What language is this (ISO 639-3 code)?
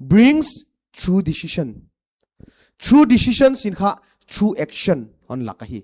pck